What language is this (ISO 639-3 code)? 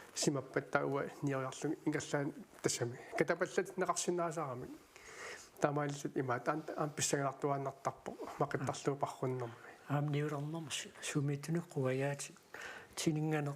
kal